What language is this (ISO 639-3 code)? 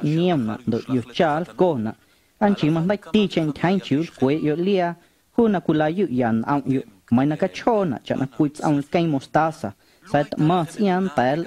amu